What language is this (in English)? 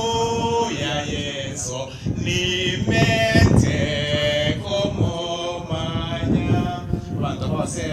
Gusii